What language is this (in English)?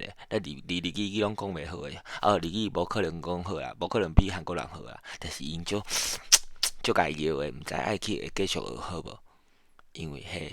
Min Nan Chinese